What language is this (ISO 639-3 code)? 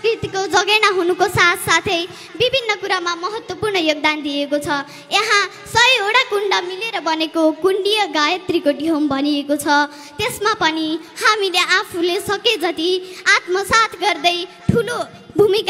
nep